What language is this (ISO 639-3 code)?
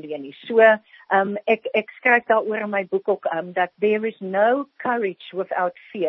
afr